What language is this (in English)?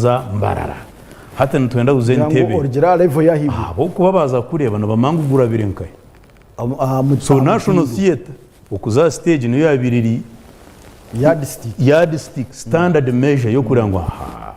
Nyankole